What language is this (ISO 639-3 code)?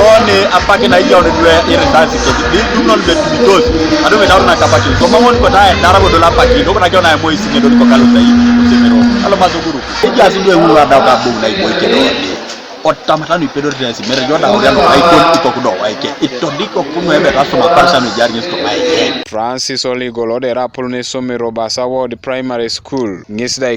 teo